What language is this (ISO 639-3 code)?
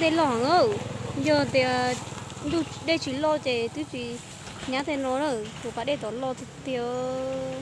hmn